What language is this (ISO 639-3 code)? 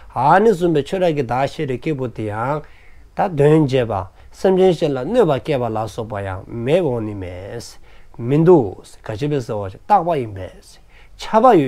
dzo